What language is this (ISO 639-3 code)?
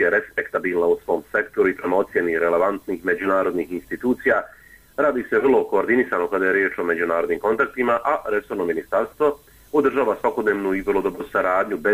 bos